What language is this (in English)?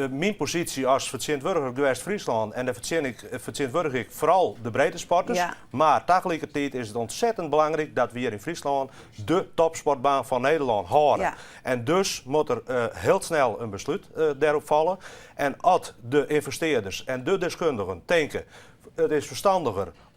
Western Frisian